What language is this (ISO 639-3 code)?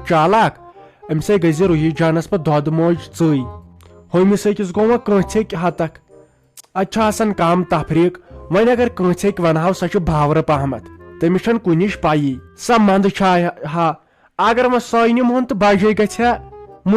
kas